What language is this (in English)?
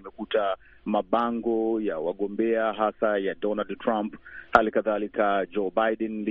Swahili